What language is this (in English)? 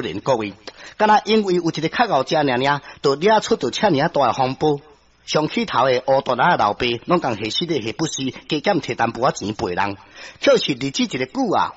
Min Nan Chinese